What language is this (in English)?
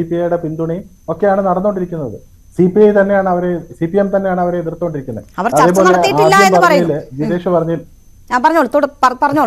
Malayalam